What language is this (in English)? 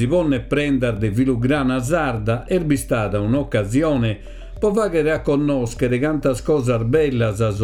Sardinian